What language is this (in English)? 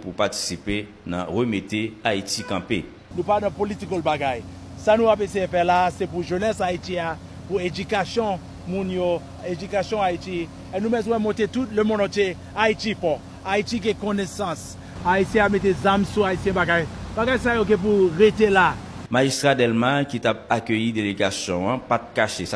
Haitian Creole